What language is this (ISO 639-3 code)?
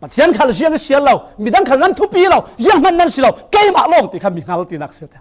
cfm